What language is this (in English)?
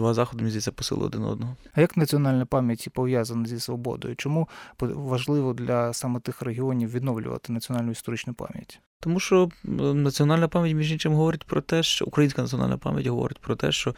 Ukrainian